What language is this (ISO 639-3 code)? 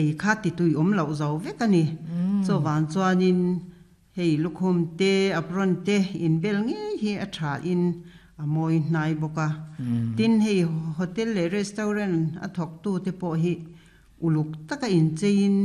lus